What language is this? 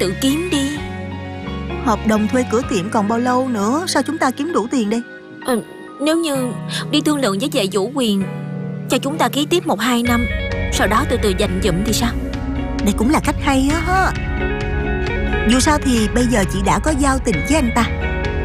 Vietnamese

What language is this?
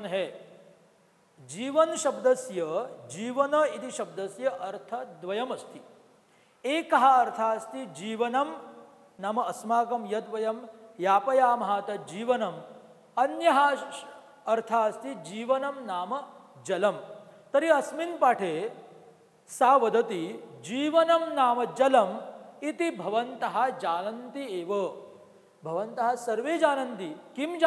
Sanskrit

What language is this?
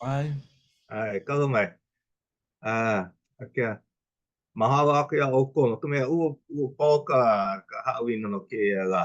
Hawaiian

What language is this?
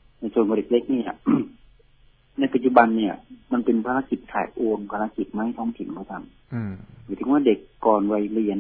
Thai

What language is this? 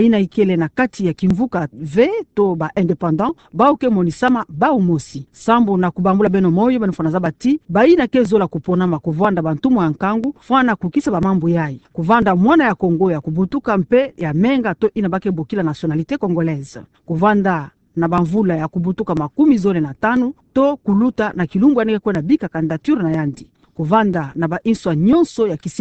Kituba (Democratic Republic of Congo)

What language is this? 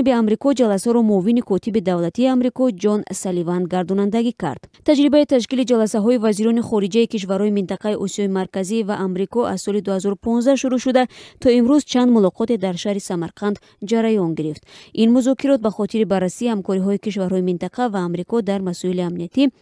Tajik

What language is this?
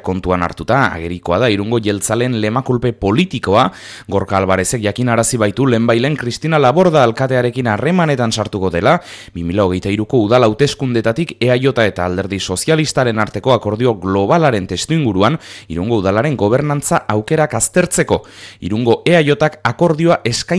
Basque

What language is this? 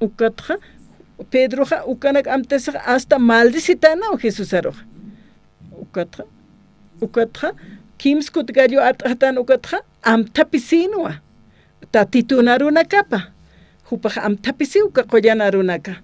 Aymara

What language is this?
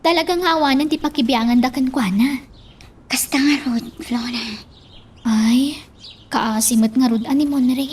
Iloko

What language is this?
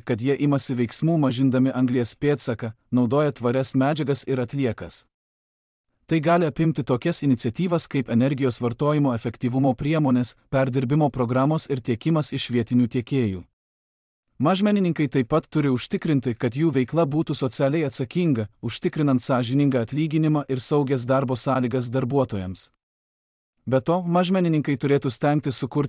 Lithuanian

